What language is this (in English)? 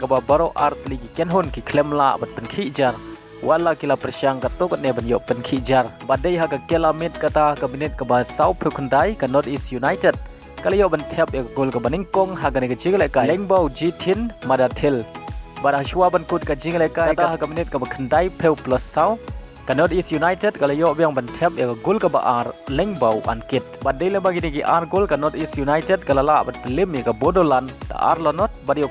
Khasi